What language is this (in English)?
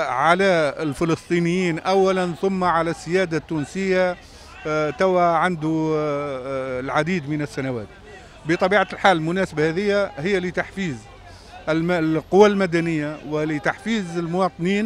Tunisian Arabic